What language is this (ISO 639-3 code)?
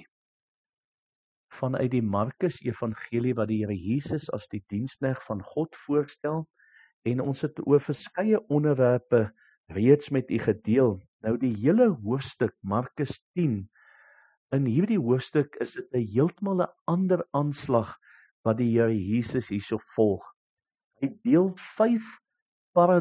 afr